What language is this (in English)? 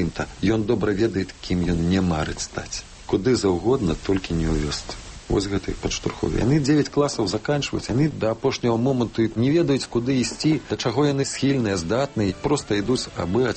Belarusian